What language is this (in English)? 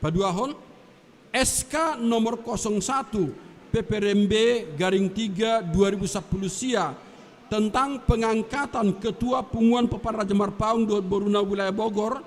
Batak Toba